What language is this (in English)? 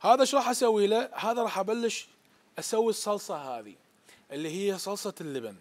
Mesopotamian Arabic